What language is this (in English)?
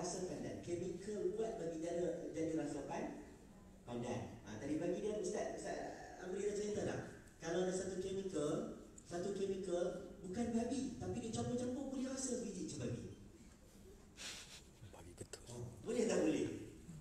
Malay